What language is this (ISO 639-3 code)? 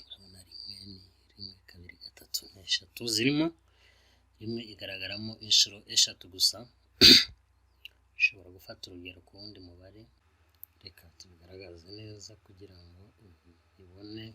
kin